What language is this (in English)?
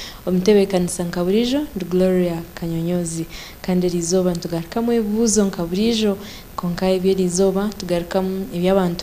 Nyankole